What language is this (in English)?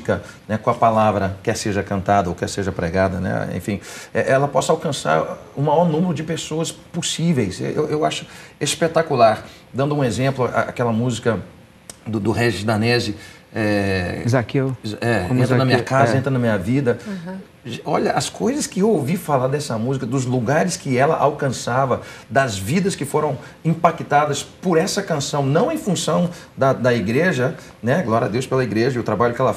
Portuguese